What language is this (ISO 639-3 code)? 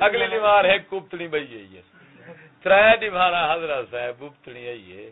skr